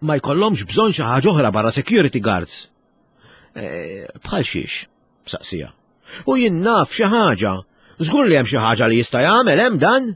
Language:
Maltese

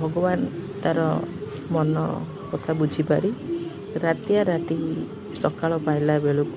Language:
Odia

